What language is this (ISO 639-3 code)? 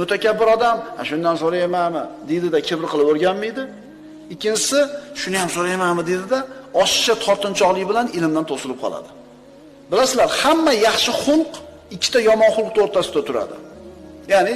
uzb